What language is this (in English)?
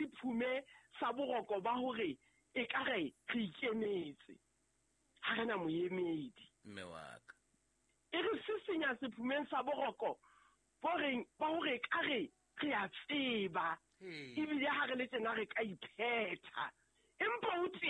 Southern Sotho